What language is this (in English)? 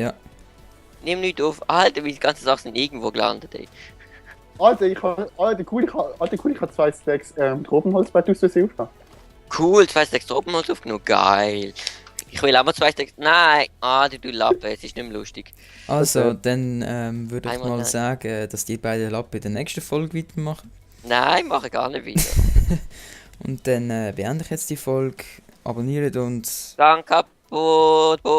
Swiss German